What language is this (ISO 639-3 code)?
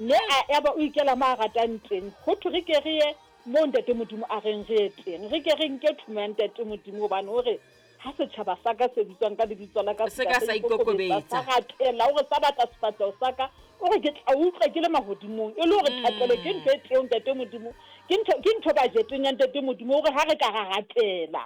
sot